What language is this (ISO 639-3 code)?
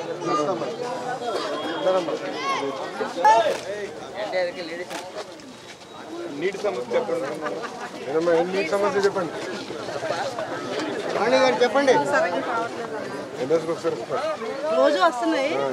tel